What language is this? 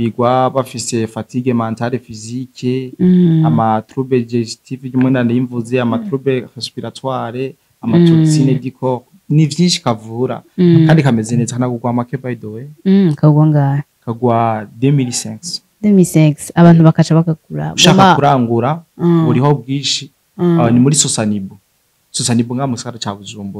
Rundi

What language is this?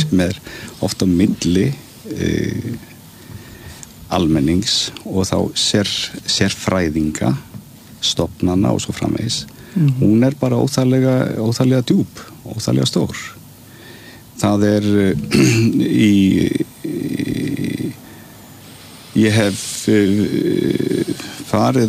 Icelandic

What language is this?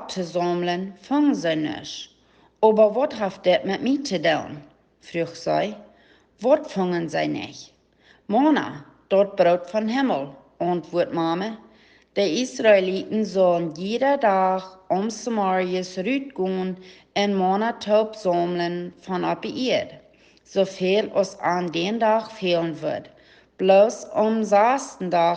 Plautdietsch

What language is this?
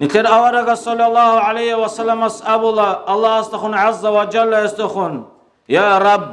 Avaric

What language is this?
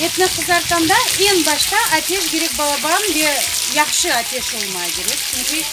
Crimean Tatar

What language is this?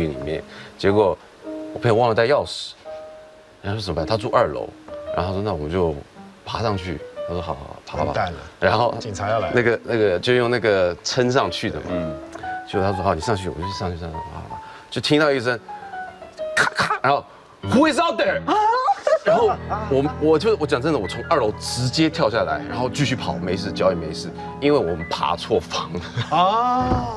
Chinese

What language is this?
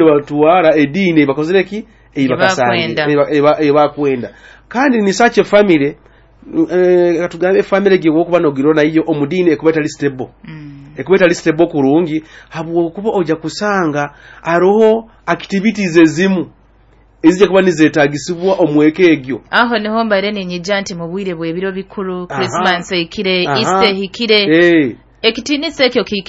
Nyoro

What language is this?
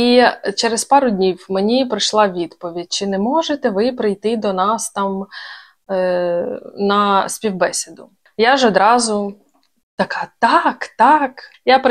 Ukrainian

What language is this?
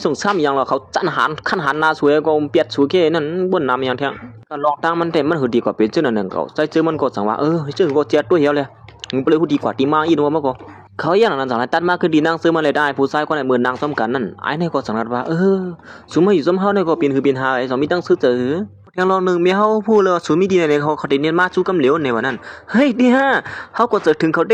Shan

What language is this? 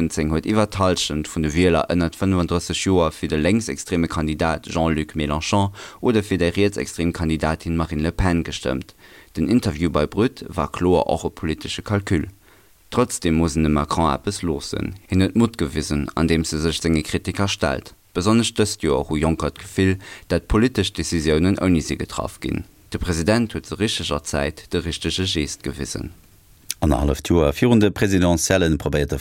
Luxembourgish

